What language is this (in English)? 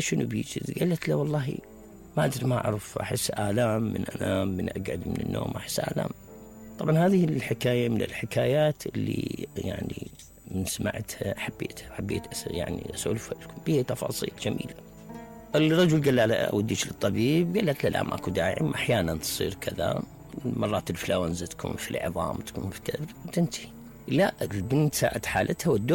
Mesopotamian Arabic